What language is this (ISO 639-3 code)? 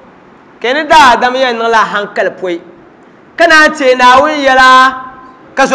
dag